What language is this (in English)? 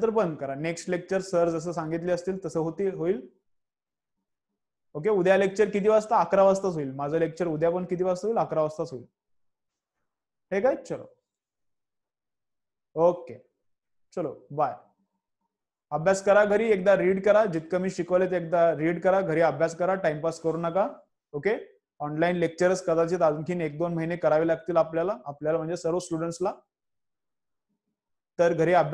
Marathi